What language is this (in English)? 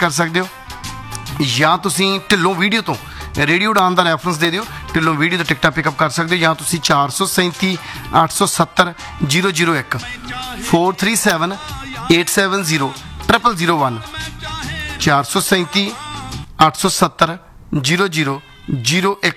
Punjabi